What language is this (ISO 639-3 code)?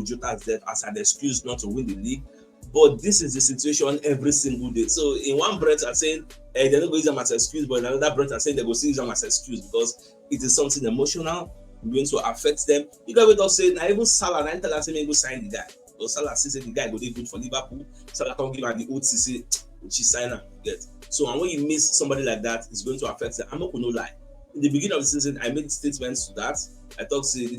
pcm